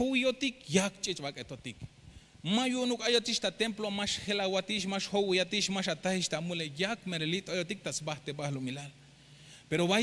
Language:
Tzeltal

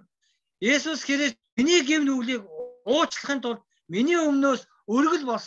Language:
Mongolian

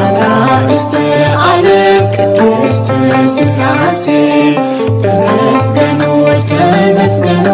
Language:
Tigrinya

